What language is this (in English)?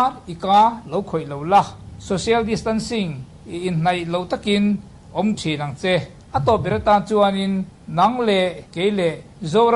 Mizo